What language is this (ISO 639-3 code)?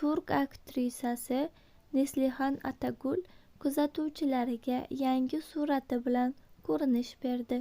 uzb